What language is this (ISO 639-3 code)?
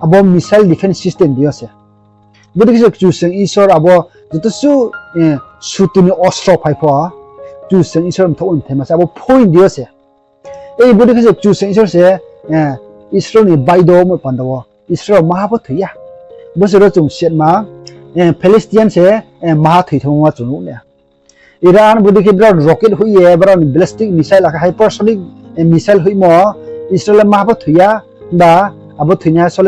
ria